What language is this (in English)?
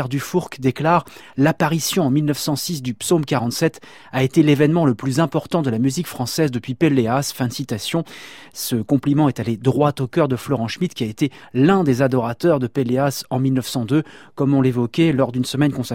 French